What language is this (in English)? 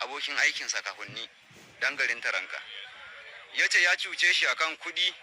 Hausa